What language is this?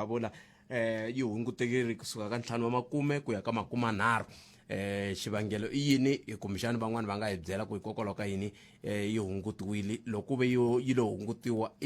Tsonga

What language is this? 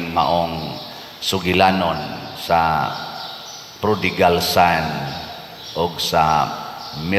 Cebuano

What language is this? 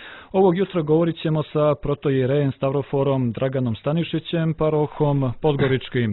Serbian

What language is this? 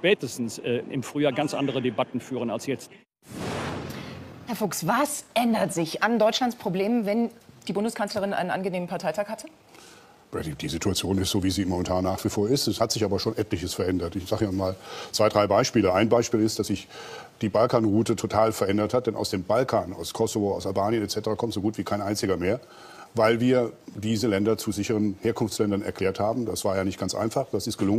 German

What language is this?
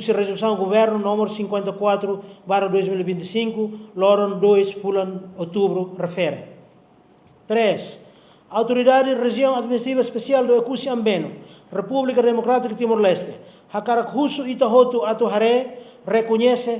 Tetum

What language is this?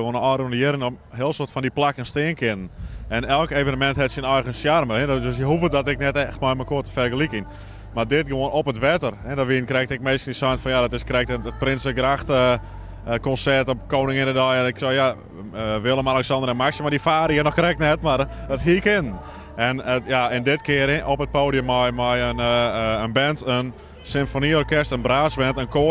Western Frisian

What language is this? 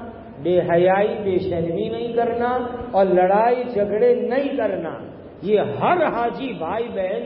Urdu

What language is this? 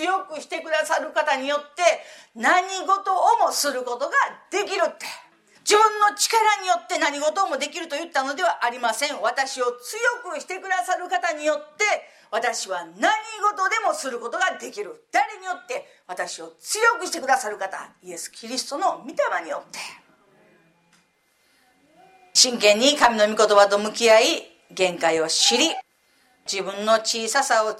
Japanese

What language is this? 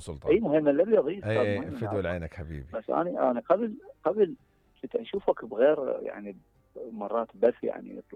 Mesopotamian Arabic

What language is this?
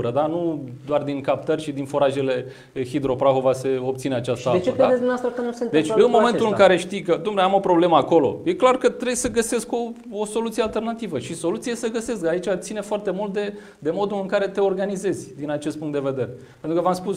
Romanian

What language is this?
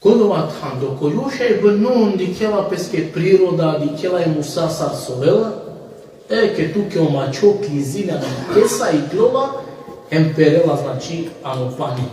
Balkan Romani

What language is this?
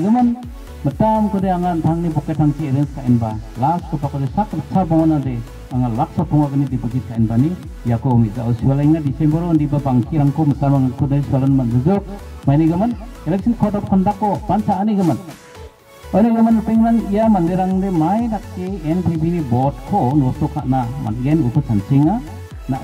Garo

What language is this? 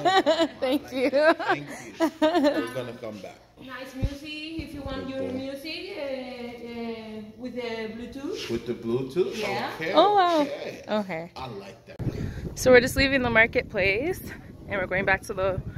English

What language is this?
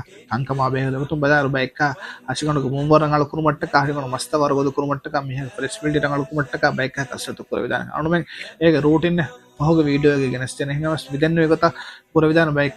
Divehi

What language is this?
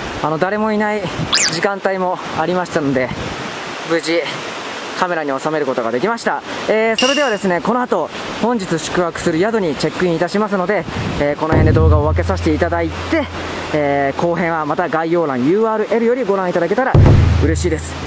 Japanese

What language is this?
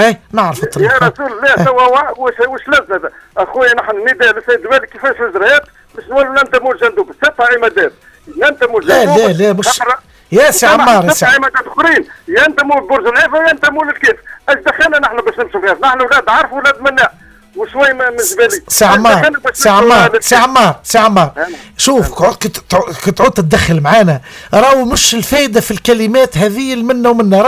Tunisian Arabic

